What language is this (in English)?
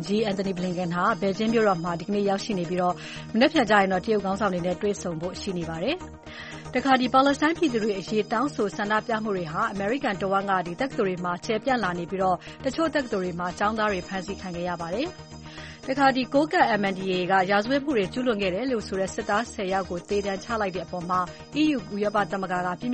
Burmese